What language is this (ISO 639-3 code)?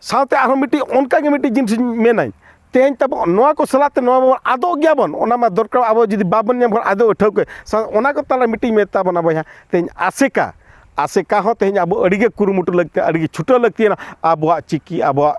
sat